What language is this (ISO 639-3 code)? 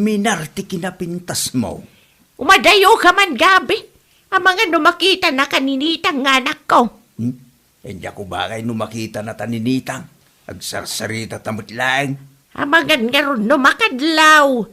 ilo